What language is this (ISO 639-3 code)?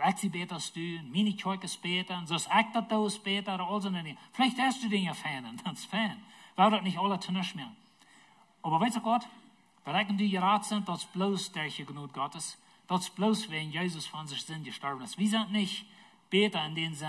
pdt